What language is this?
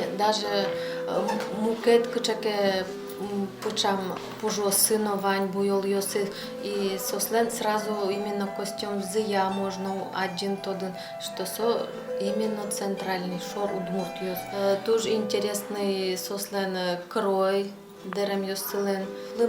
Udmurt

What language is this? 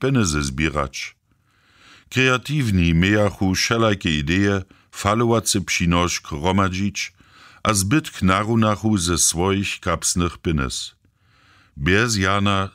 Upper Sorbian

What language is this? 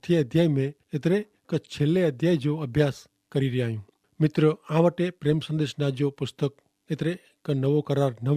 Kachhi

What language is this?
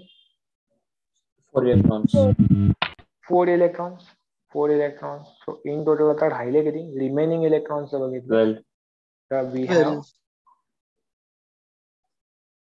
Marathi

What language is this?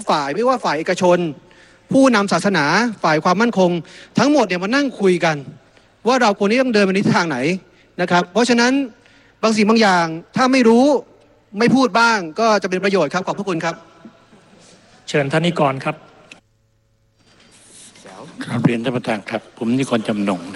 Thai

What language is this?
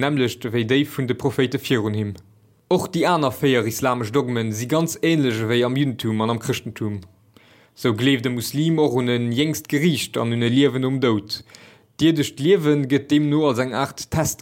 Luxembourgish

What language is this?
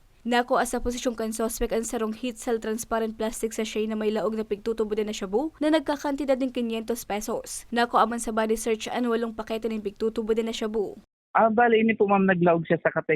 Bikol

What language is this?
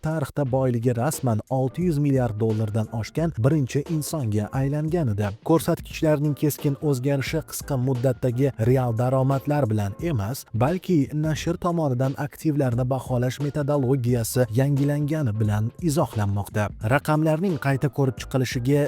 Uzbek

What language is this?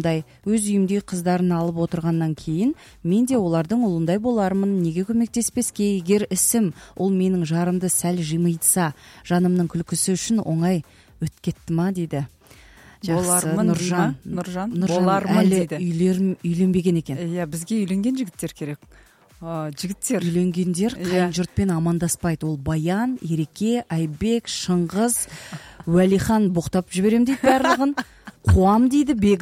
Kazakh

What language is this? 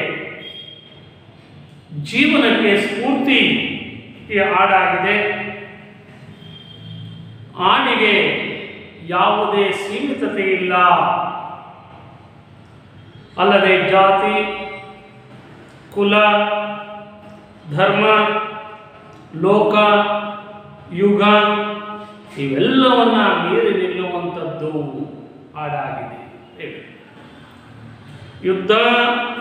Kannada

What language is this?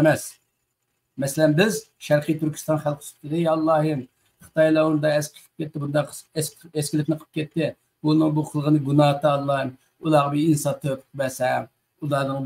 Uyghur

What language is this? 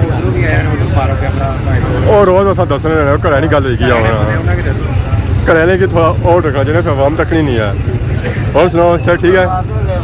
Pahari-Potwari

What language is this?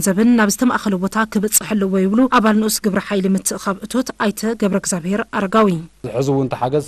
Tigrinya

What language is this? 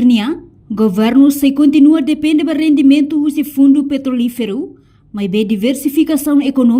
Tetum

